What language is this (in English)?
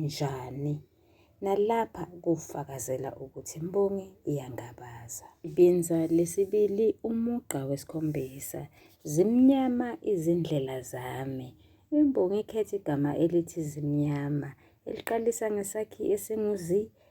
Zulu